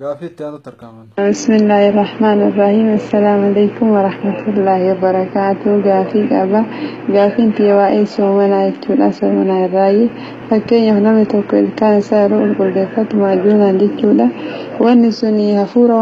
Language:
Oromo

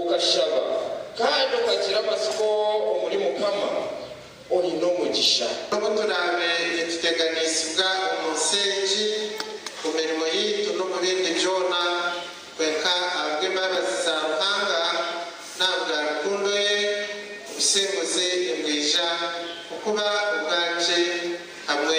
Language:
Nyankole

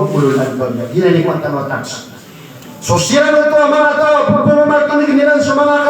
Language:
Maranao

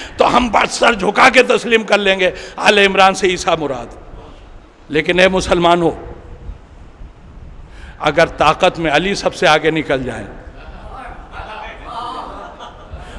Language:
Urdu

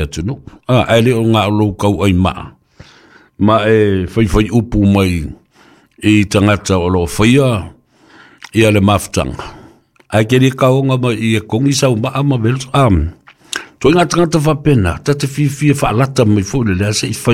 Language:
Samoan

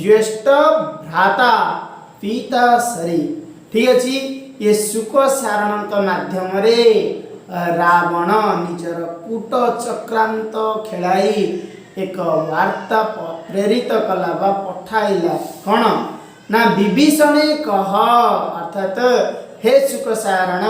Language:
Odia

